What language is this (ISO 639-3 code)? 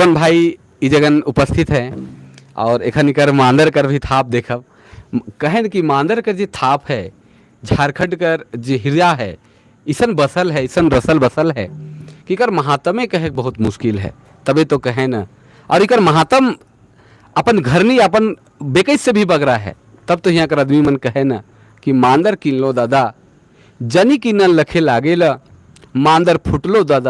sck